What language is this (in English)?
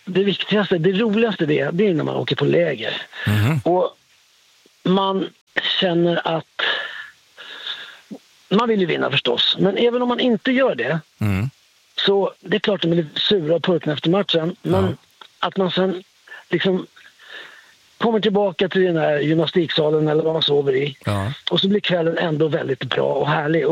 Swedish